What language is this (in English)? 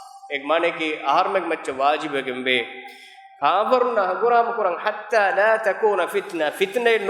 Divehi